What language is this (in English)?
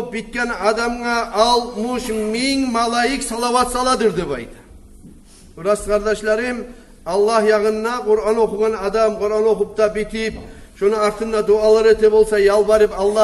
Kumyk